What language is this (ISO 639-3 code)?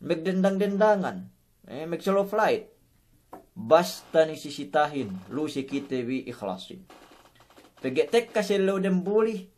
yka